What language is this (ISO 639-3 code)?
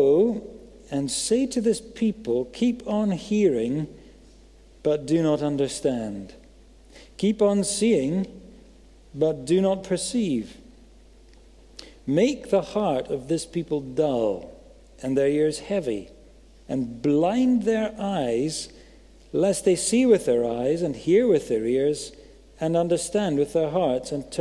eng